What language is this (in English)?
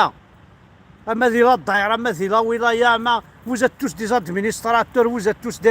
Kabyle